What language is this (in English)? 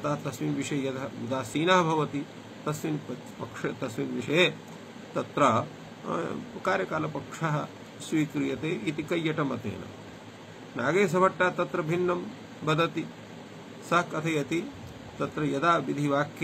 Sanskrit